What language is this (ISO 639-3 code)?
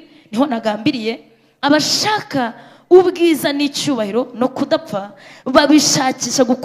kin